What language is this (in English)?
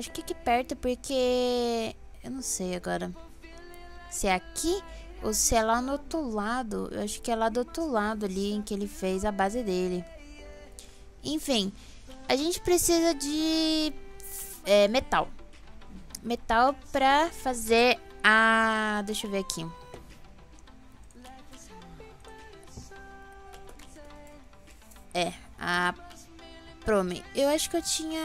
Portuguese